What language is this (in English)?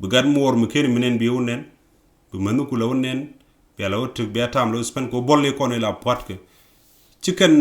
Nuer